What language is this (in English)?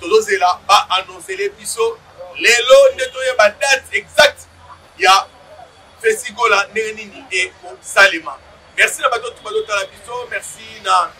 Lingala